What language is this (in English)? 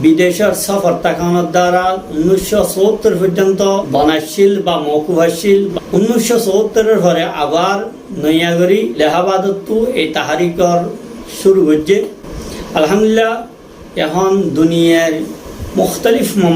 Rohingya